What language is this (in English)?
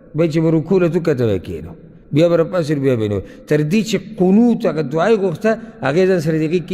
Pashto